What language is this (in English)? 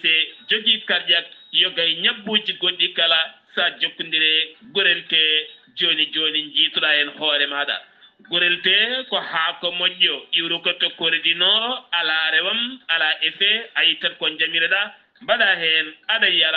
Fula